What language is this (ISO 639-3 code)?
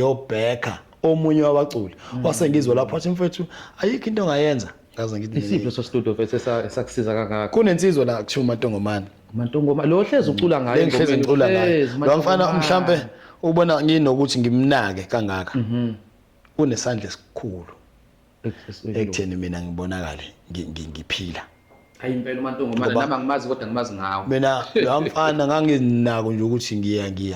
zul